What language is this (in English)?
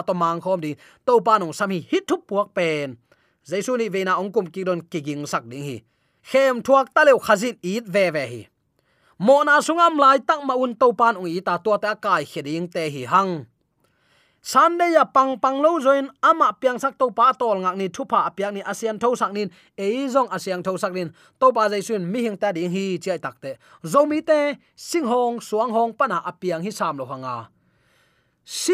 Tedim Chin